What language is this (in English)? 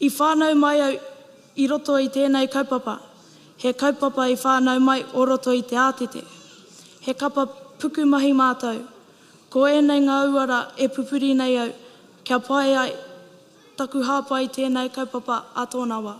Māori